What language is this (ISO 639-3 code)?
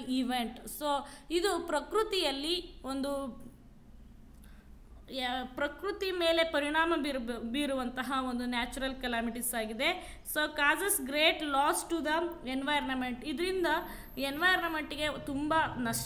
kan